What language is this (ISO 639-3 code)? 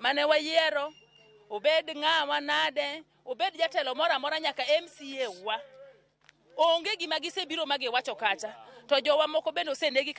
luo